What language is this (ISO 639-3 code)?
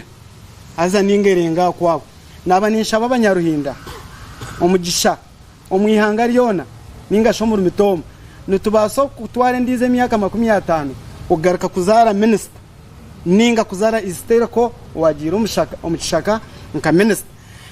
nyn